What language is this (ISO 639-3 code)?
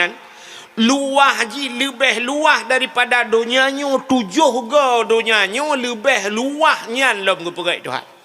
ace